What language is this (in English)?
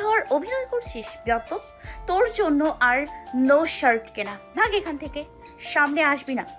Bangla